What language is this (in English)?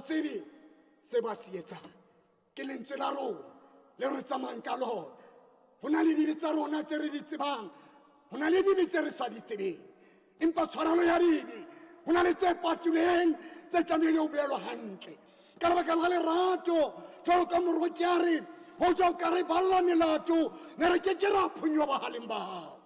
Southern Sotho